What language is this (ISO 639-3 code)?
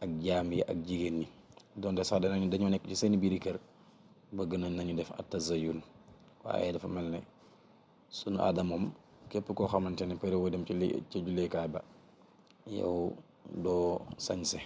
wol